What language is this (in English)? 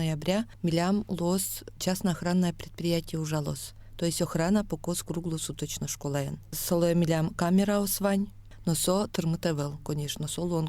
Udmurt